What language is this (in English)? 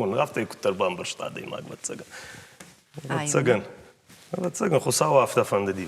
Ossetic